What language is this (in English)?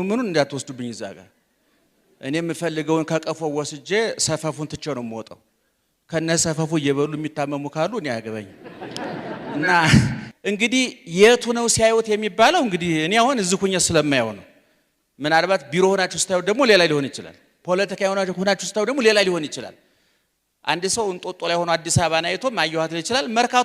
Amharic